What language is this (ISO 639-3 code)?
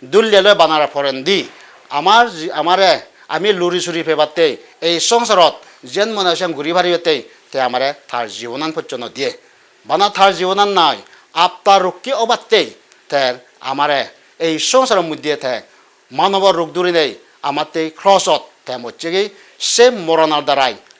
ccp